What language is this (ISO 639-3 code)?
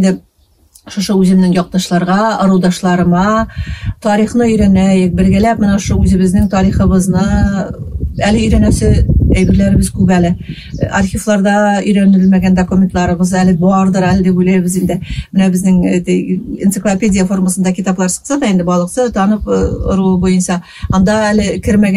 bak